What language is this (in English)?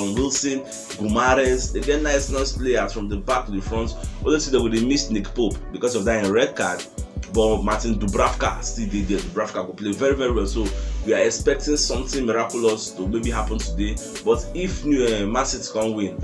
Nigerian Pidgin